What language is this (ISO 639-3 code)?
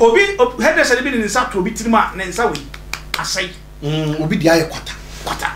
aka